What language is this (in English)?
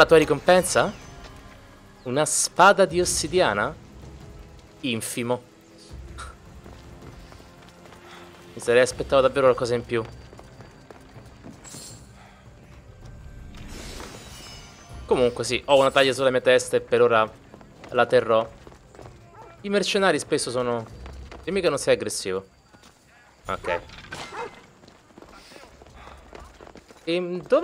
Italian